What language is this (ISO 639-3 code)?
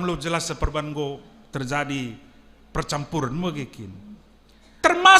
btx